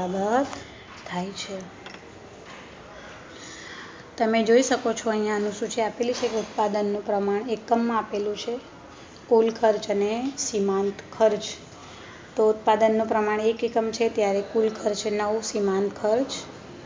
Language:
Gujarati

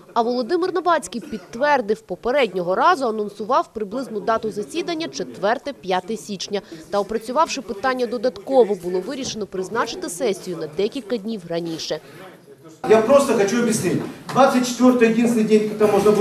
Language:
Ukrainian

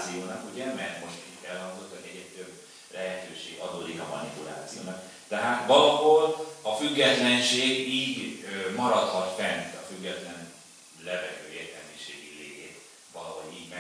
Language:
Hungarian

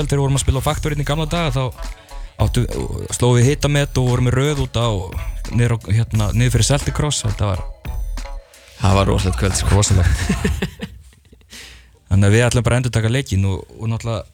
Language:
Icelandic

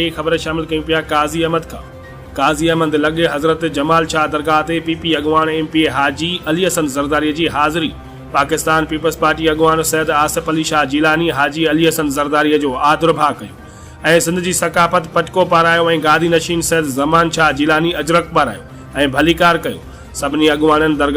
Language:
Sindhi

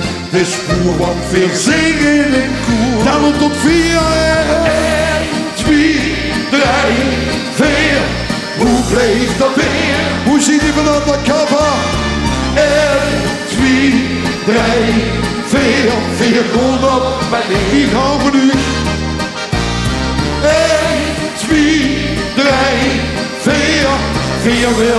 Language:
Dutch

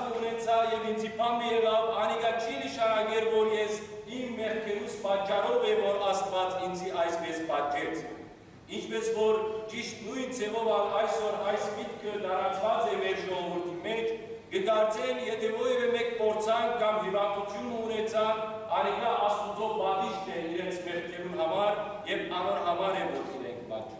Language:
Western Armenian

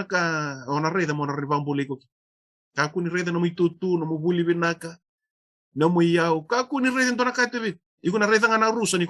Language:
Fijian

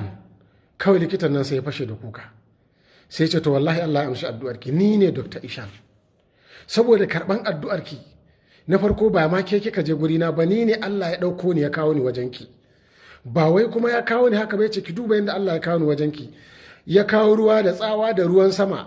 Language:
Hausa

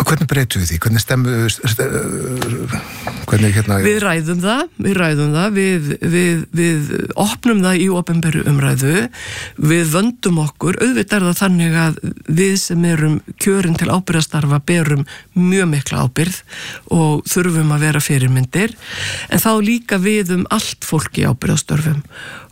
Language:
Icelandic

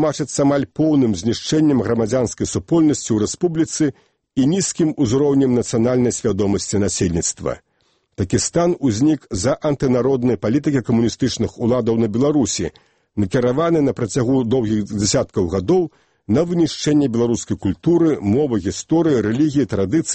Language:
Belarusian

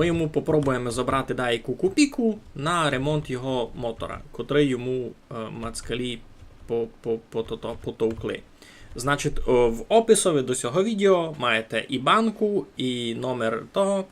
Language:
Rusyn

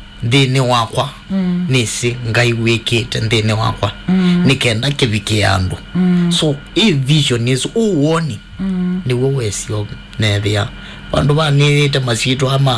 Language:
Kamba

